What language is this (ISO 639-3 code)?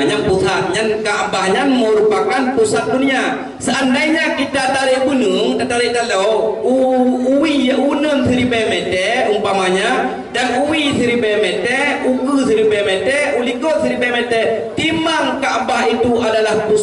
ace